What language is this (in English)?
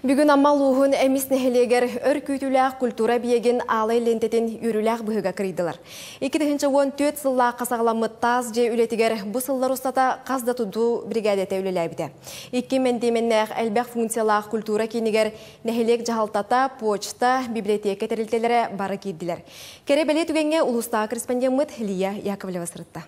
Yakut